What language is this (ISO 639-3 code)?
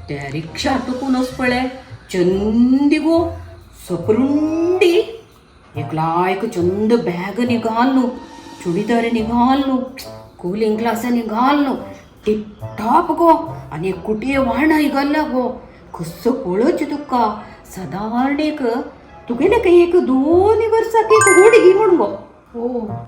kok